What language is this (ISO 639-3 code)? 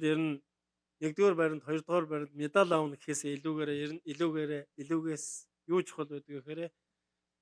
mon